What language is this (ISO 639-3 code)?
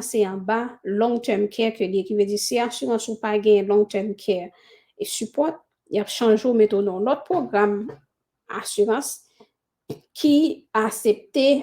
hat